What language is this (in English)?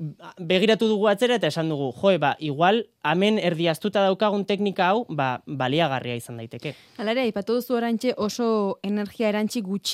Basque